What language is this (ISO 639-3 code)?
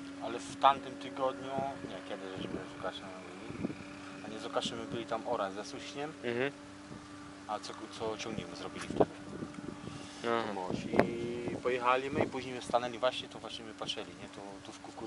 pol